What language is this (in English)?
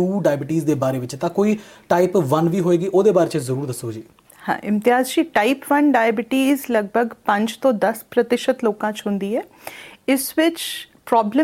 Punjabi